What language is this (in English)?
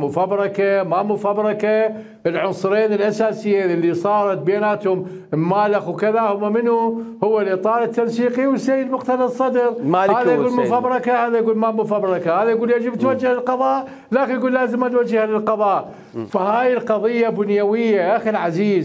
Mesopotamian Arabic